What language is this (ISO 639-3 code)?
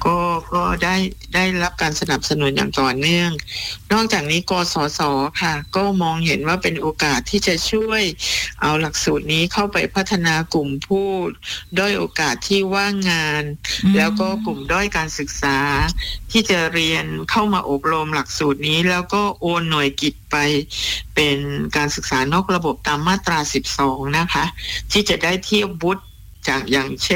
tha